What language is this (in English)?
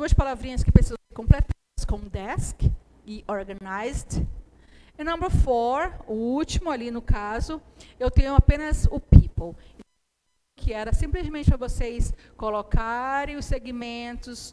Portuguese